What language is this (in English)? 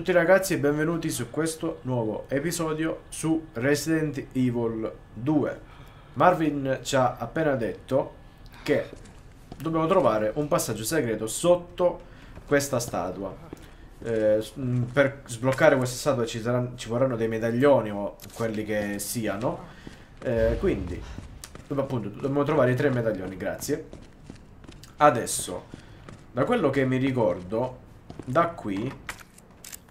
Italian